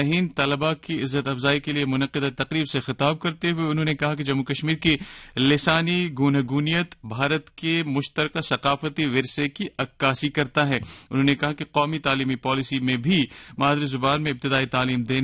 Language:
Urdu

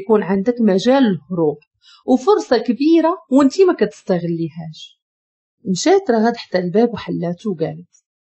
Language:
Moroccan Arabic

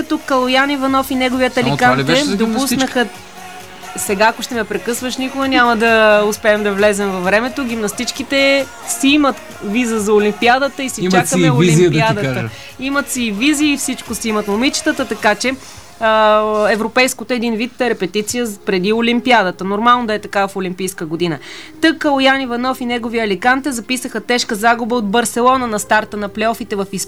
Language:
Bulgarian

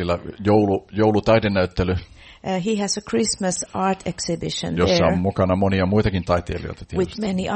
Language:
Finnish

